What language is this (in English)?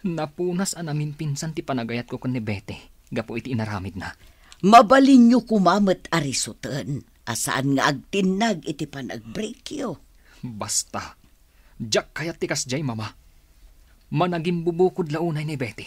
Iloko